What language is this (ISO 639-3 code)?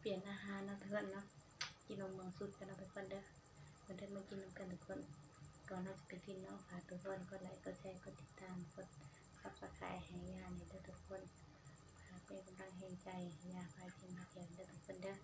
tts